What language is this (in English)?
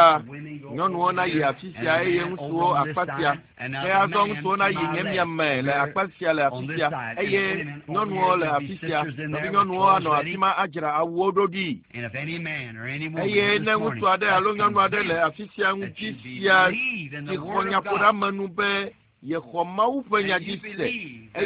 Ewe